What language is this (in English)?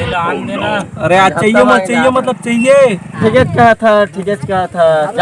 Chhattisgarhi